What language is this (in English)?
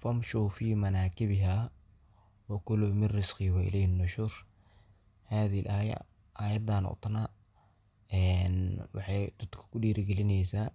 Somali